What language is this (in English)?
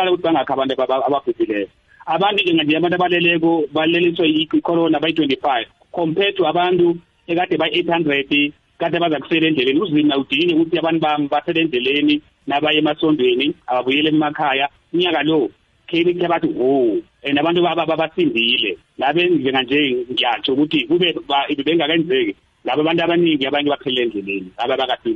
South Ndebele